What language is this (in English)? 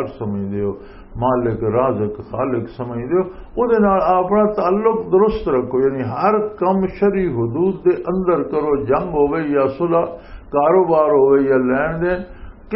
Western Panjabi